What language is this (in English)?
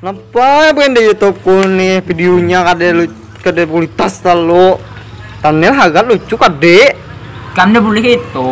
Banjar